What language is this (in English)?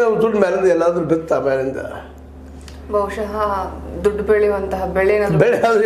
Kannada